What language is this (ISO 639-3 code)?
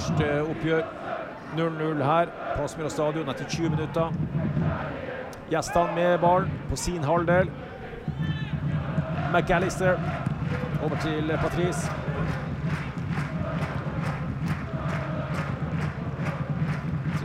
nor